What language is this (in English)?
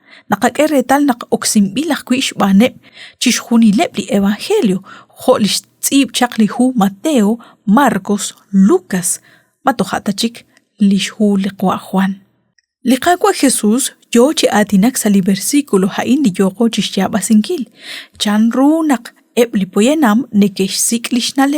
Kekchí